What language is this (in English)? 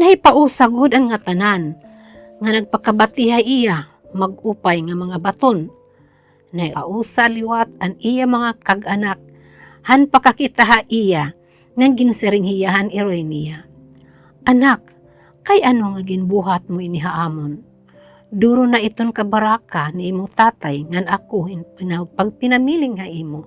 Waray